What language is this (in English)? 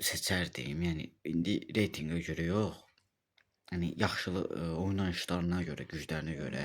Azerbaijani